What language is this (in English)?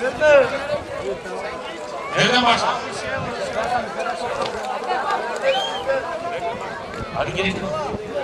Turkish